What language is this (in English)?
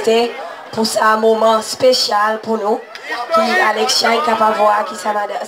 Seselwa Creole French